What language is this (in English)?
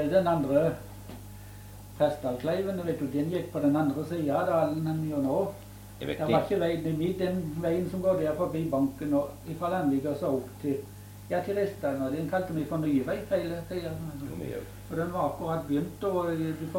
Norwegian